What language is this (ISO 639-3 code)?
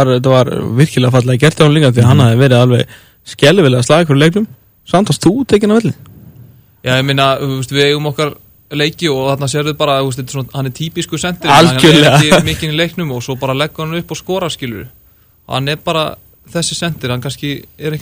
isl